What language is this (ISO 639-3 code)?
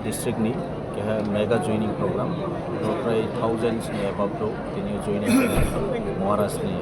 trp